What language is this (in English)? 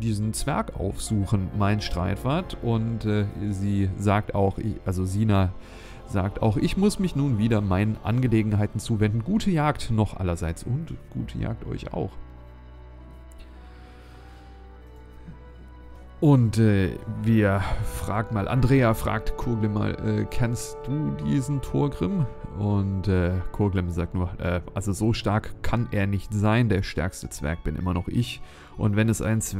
German